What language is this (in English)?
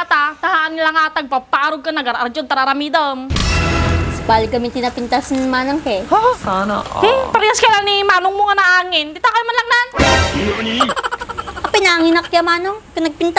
Iloko